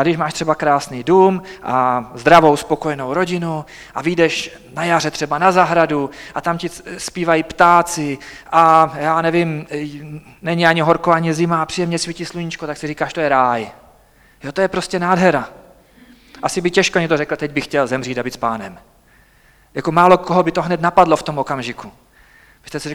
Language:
Czech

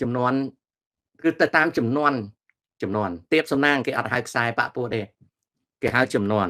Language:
Khmer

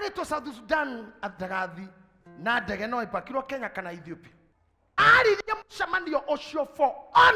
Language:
Kikuyu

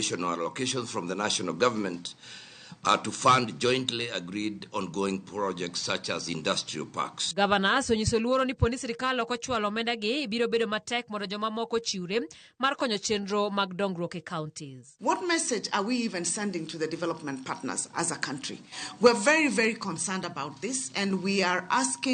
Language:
Luo (Kenya and Tanzania)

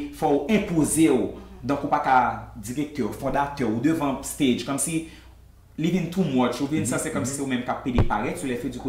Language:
Haitian Creole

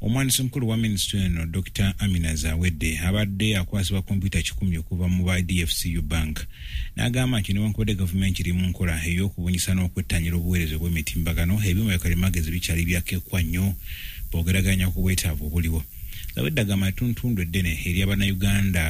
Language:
Ganda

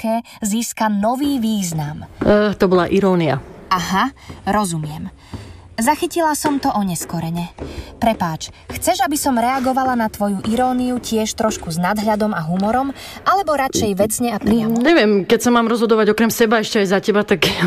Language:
Slovak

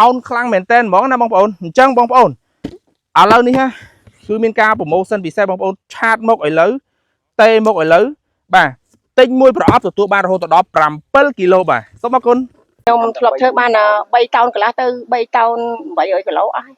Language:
Khmer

